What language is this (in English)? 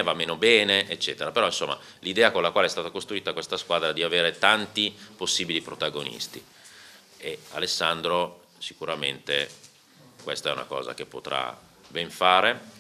Italian